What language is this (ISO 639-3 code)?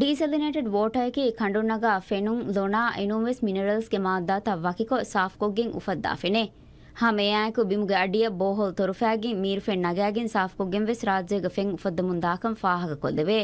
div